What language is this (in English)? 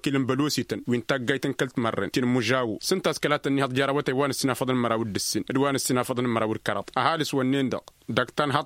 Tamasheq